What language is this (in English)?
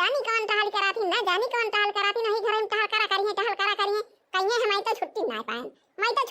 Awadhi